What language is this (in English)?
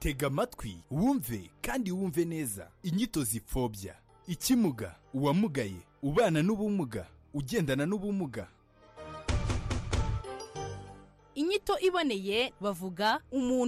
Kinyarwanda